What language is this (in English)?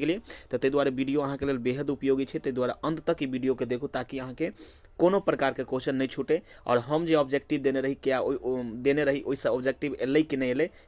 Maithili